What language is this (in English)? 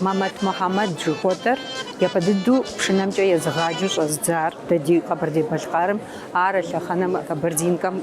Kabardian